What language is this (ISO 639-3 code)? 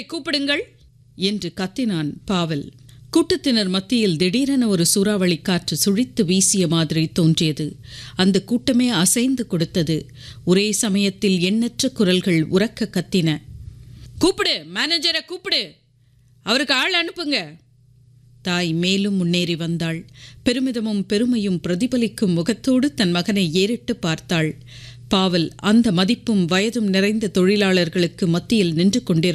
tam